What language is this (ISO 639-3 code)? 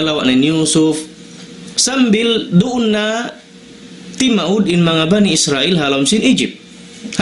tsg